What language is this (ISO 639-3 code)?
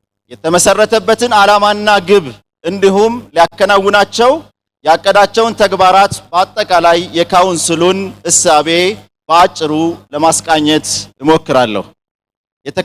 amh